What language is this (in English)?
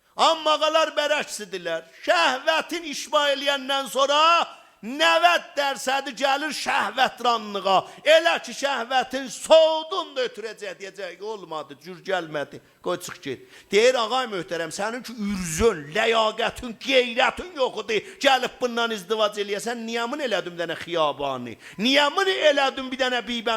South Azerbaijani